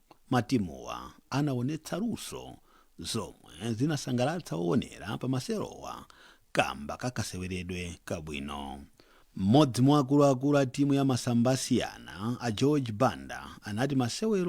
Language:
Nyanja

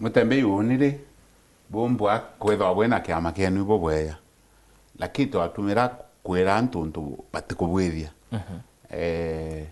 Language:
Meru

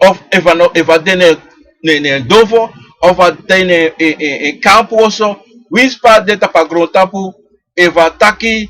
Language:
Sranan Tongo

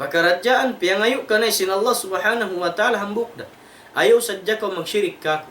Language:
Tausug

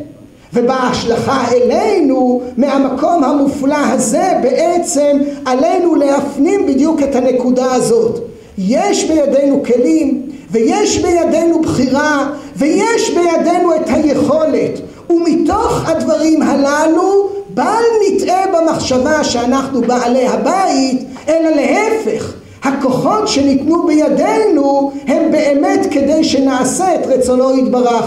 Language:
Hebrew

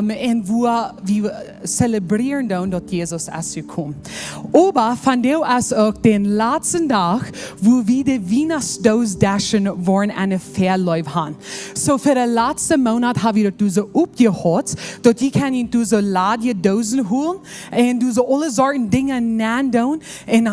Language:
Plautdietsch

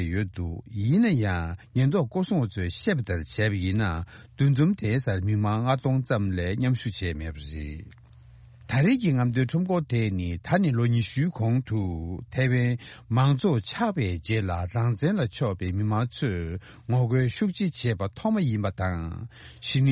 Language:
Tibetan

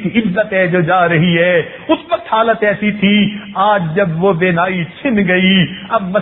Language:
Urdu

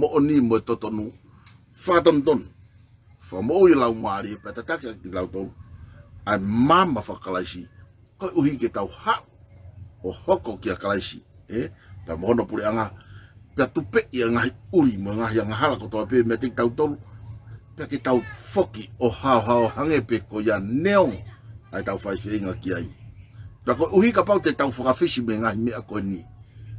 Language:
Tongan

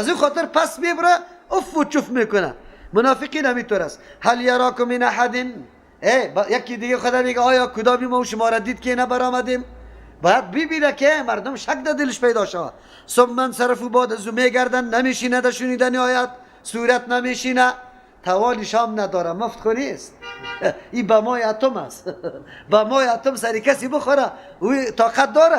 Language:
Persian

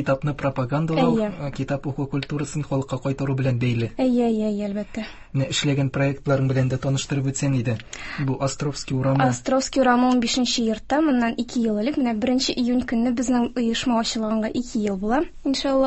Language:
Tatar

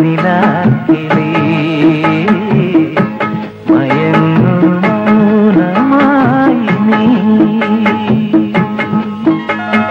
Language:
Malayalam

